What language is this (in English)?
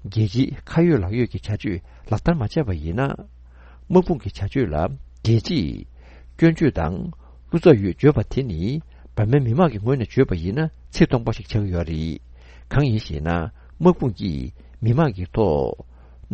Tibetan